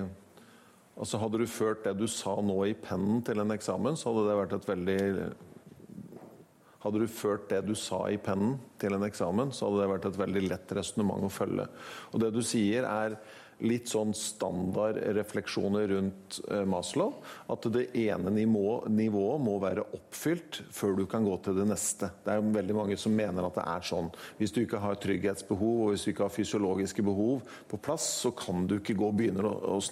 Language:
Norwegian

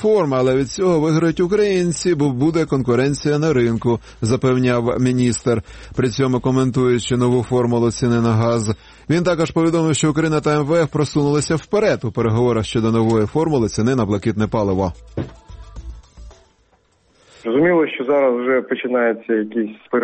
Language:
Ukrainian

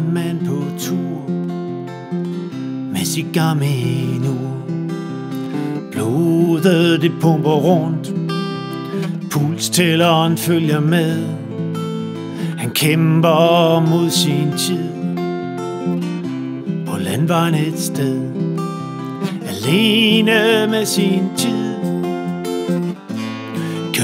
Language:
Danish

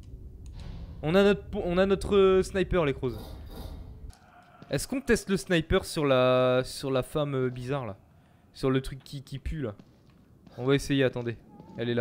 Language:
French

